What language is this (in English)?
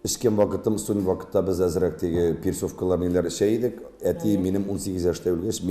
Tatar